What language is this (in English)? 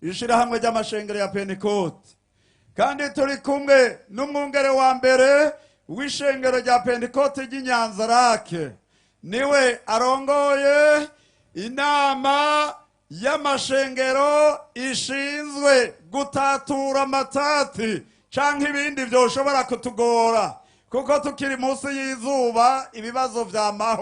Rundi